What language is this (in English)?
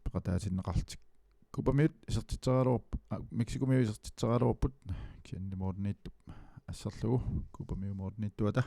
Kalaallisut